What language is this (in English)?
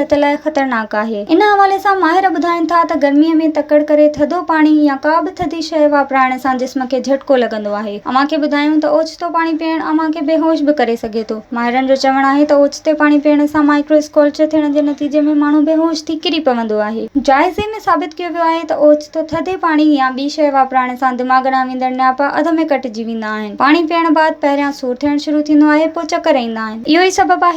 Sindhi